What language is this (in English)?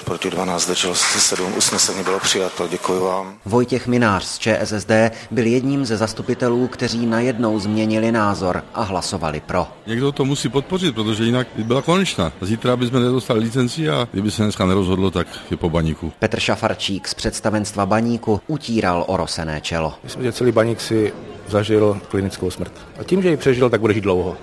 Czech